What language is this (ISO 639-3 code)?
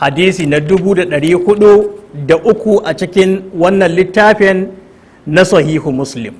hau